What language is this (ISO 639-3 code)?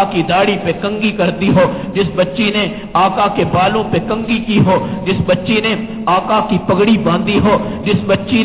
urd